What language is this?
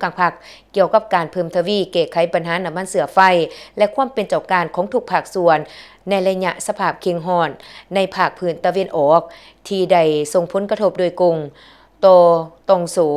Lao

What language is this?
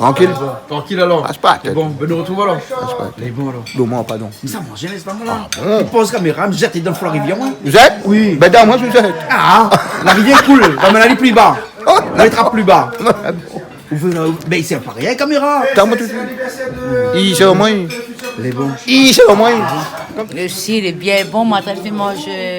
Réunion Creole French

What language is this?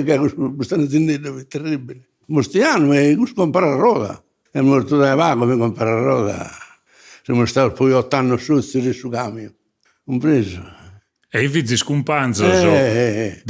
Sardinian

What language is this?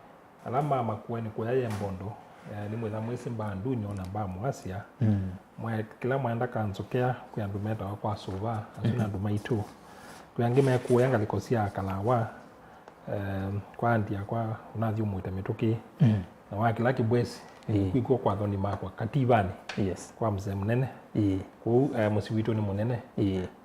Kamba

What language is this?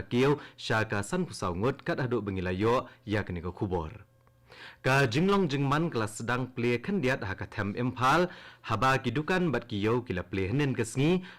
Khasi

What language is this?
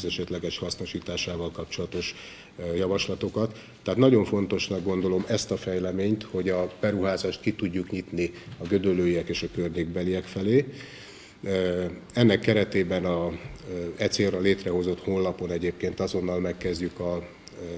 Hungarian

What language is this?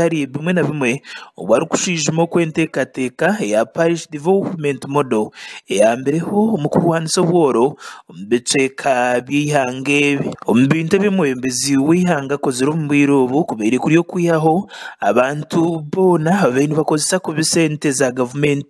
Nyankole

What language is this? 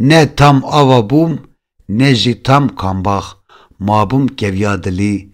Kurdish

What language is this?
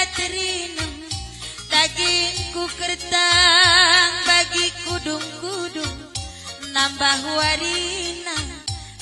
Batak Karo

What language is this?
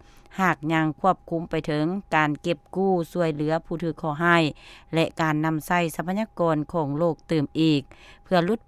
Lao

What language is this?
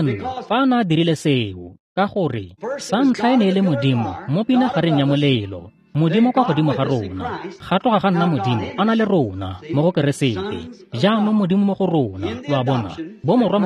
Tswana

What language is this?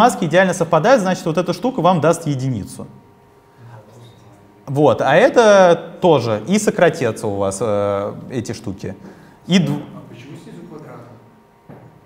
Russian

